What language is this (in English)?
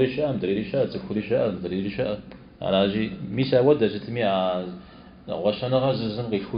Kabardian